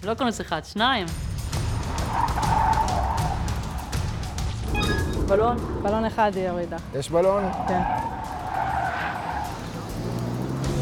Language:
Hebrew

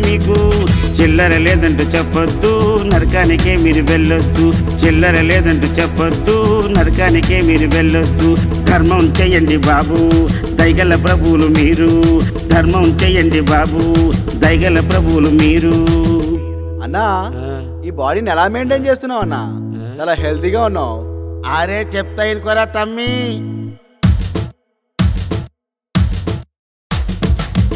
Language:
Telugu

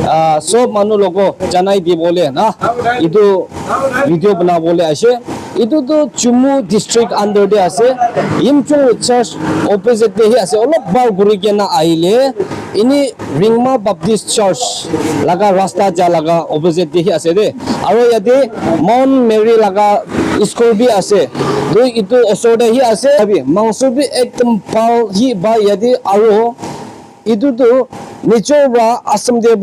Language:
Naga Pidgin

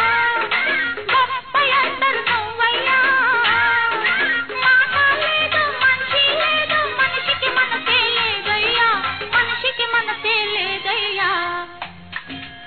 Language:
Telugu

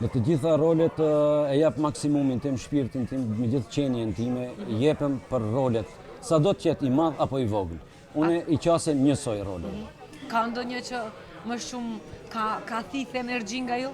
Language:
Albanian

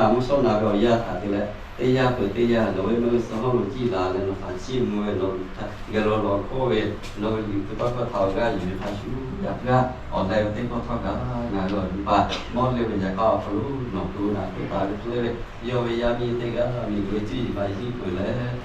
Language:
Lahu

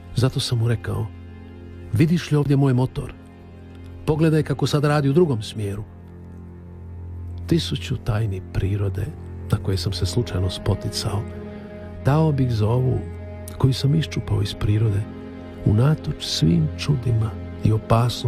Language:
Croatian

